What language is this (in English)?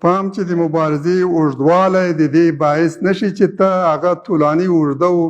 Pashto